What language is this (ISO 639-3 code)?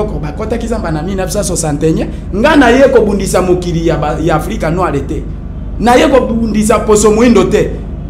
lin